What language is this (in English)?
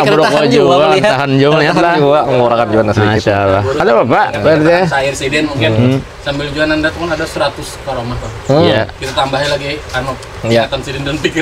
Banjar